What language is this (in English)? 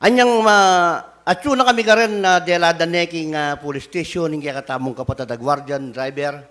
Pampanga